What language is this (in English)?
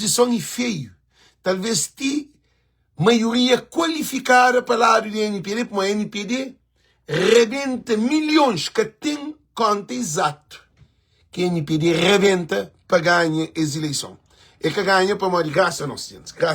Kabuverdianu